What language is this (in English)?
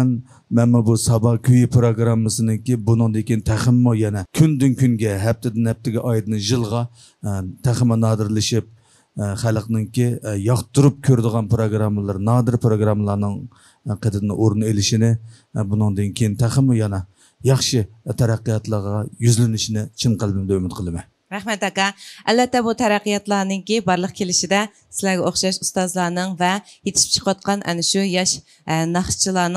Uyghur